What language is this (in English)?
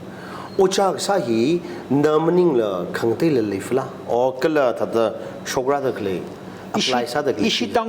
Tangkhul Naga (India)